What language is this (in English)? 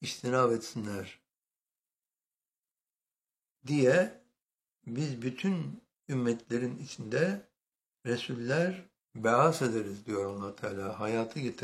Turkish